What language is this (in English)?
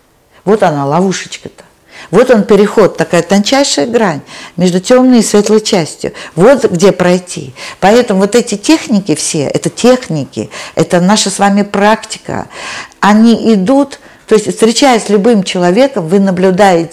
Russian